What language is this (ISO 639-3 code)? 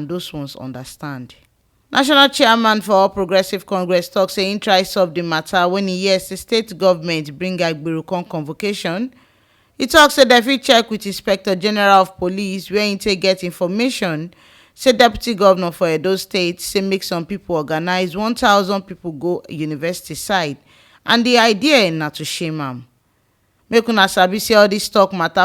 pcm